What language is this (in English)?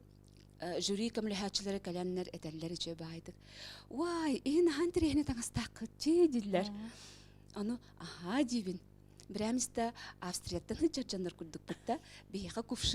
Yakut